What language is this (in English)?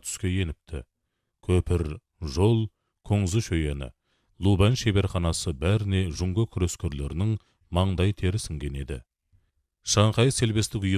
Kazakh